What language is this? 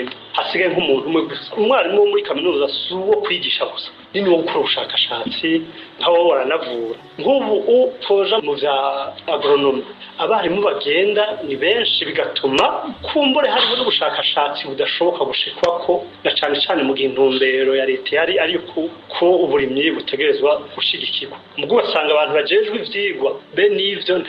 Rundi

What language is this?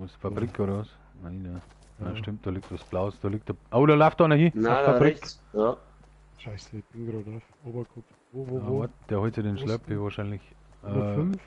Bavarian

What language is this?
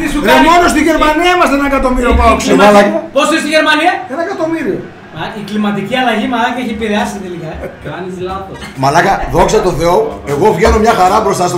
Greek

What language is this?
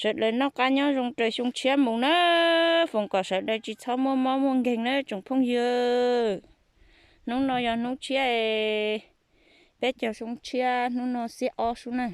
Hmong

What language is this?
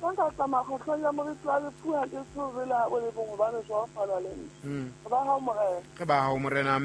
Southern Sotho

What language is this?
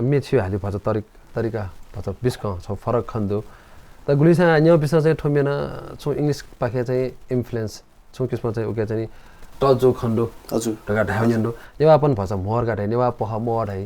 Newari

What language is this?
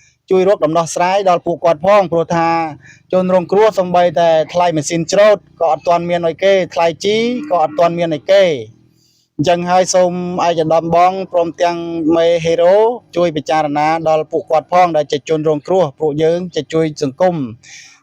Khmer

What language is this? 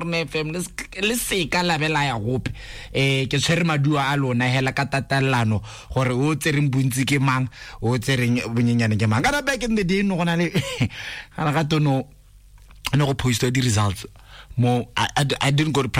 Tswana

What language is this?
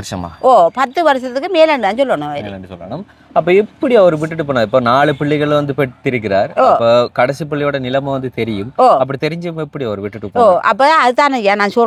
Tamil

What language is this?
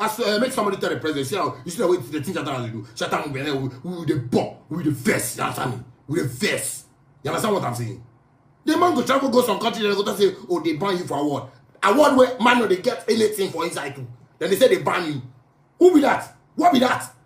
Nigerian Pidgin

